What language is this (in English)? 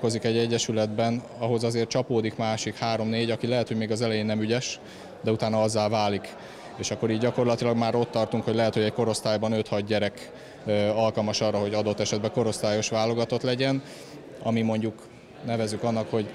Hungarian